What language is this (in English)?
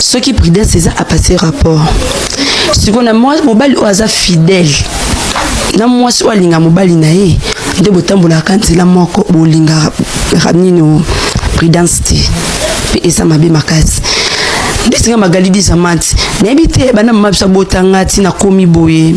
Lingala